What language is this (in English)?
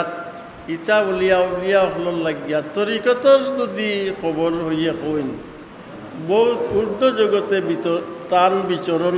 Sylheti